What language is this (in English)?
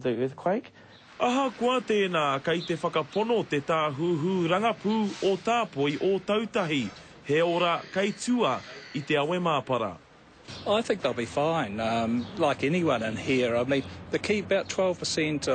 Māori